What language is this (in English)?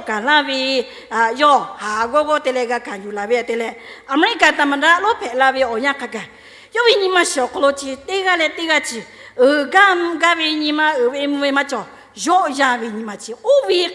Lahu